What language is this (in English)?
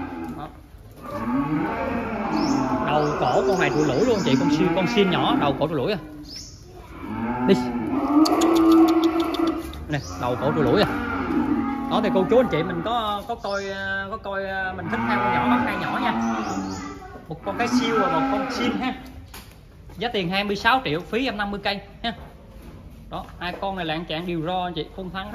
Vietnamese